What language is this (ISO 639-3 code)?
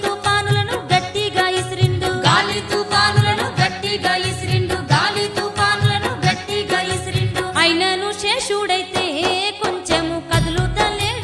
tel